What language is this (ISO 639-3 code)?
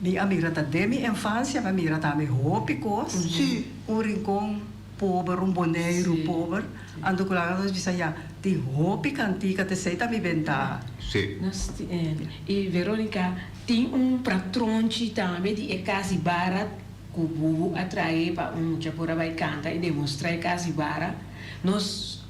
pap